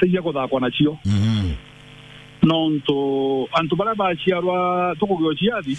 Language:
Meru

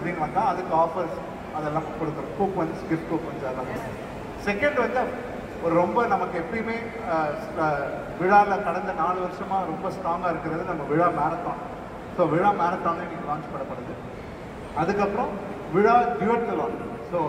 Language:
Tamil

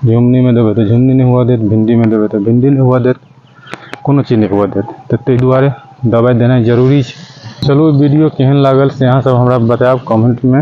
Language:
Maithili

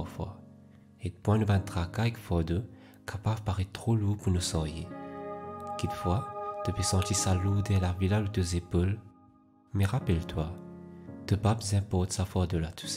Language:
Morisyen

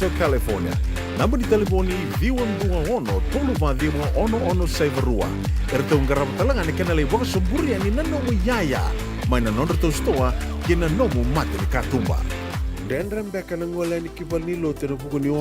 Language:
Fijian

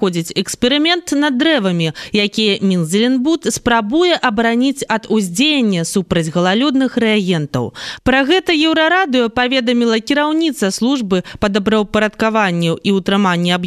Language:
Belarusian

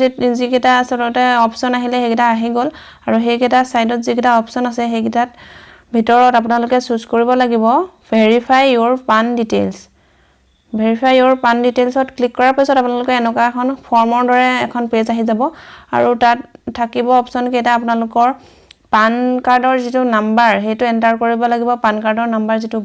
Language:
Assamese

